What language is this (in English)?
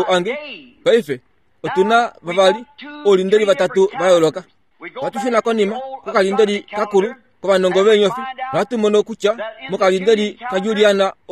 Kuanyama